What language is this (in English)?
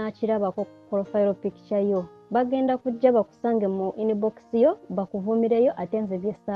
Ganda